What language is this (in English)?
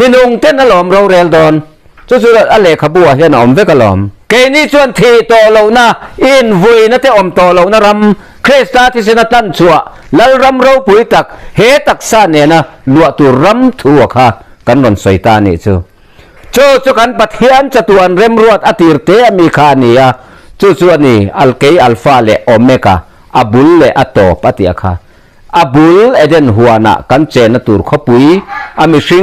Mizo